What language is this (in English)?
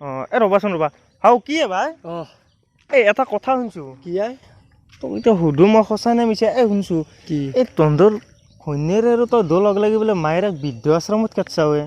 Assamese